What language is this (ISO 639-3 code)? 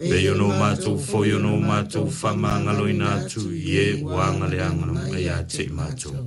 smo